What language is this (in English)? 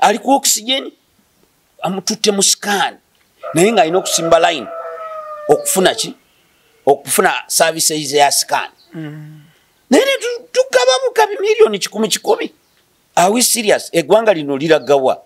Ganda